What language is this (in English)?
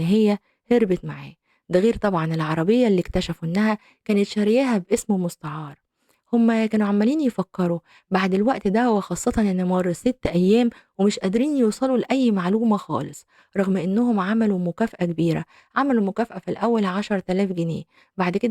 Egyptian Arabic